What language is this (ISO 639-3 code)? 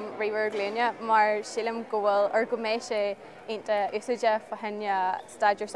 gle